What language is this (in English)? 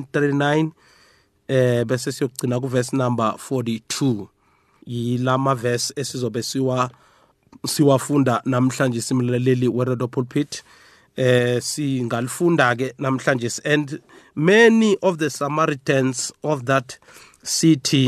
South Ndebele